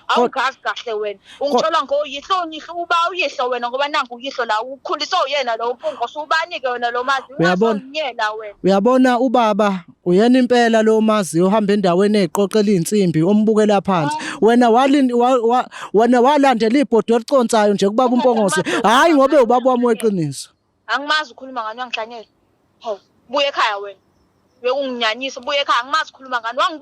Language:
Zulu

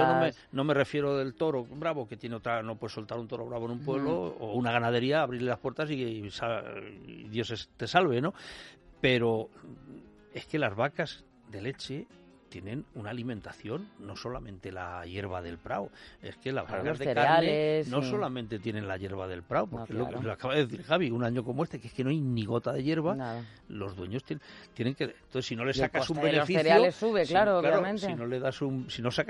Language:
Spanish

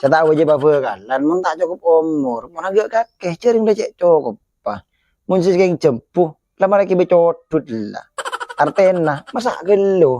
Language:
Madurese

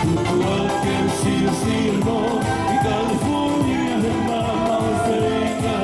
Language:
Tongan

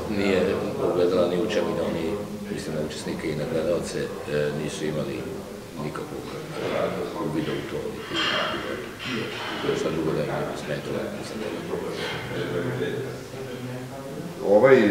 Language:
Serbian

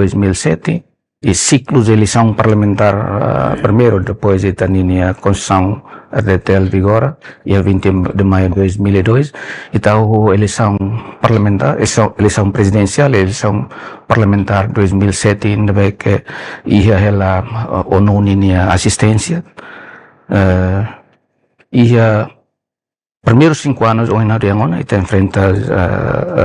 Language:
Tetum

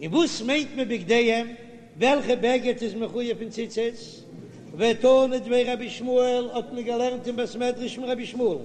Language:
Yiddish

